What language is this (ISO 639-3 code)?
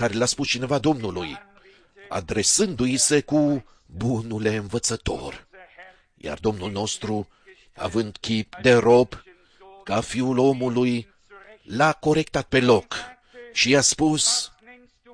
ron